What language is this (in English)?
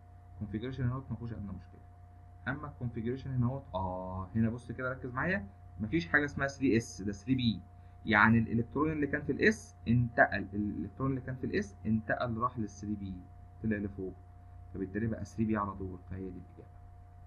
Egyptian Arabic